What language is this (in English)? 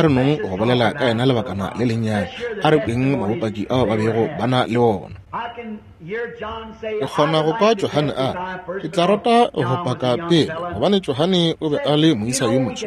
Northern Sotho